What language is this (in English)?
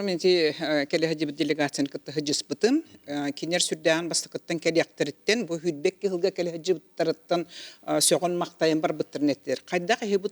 Yakut